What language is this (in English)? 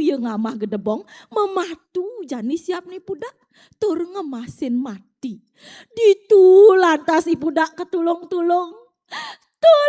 Balinese